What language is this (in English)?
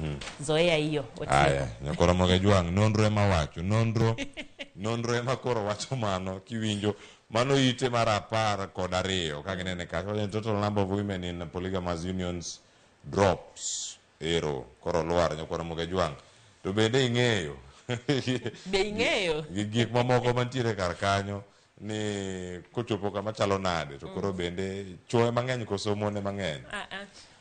Luo (Kenya and Tanzania)